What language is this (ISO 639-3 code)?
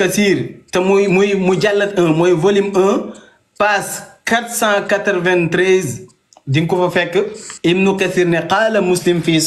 wol